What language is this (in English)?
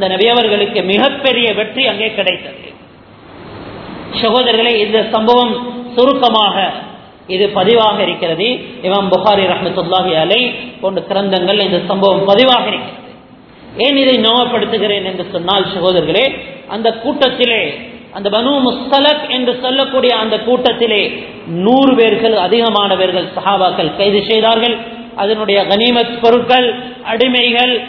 Tamil